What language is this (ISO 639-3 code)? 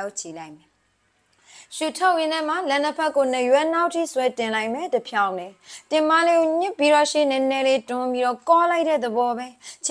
mya